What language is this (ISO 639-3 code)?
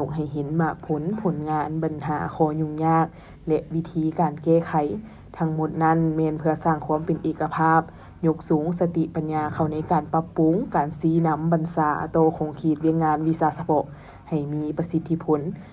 lao